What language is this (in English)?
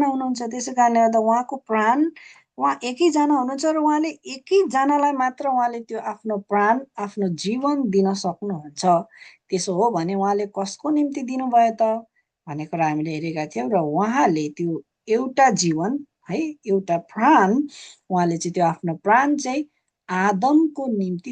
Nepali